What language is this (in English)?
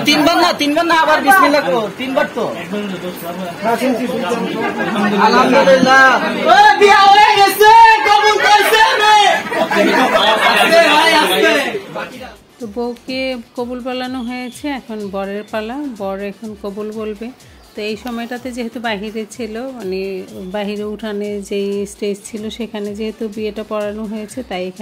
Bangla